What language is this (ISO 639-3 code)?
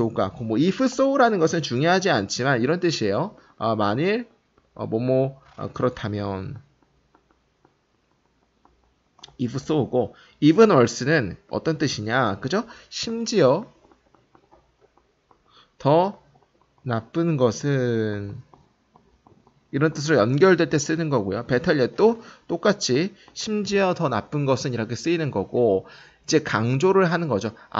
kor